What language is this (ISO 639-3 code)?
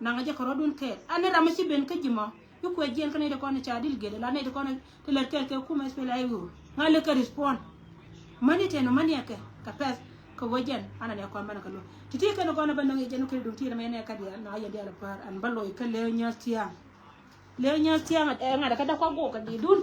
nus